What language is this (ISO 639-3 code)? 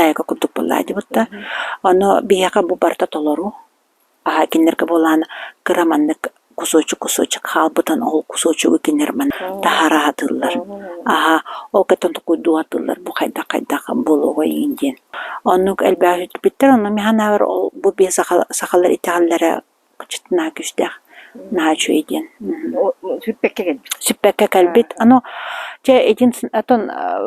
sah